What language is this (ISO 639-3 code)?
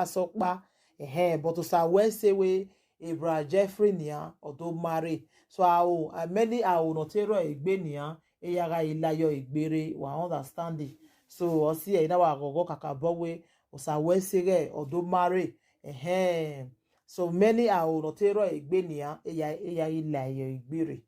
pcm